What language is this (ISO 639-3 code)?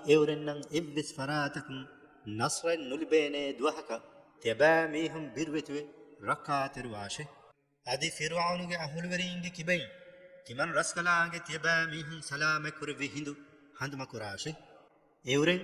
div